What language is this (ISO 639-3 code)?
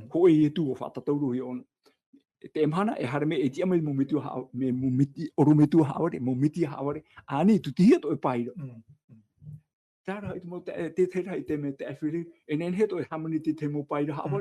tah